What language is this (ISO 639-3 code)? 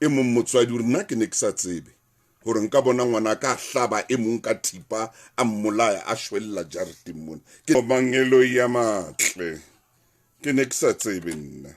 sot